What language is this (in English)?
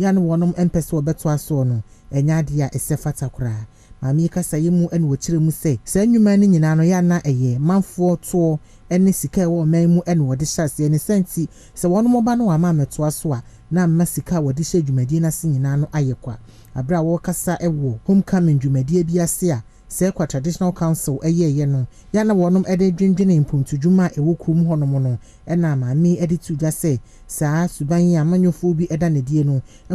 Akan